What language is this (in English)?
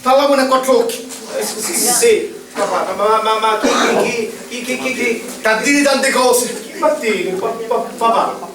Sicilian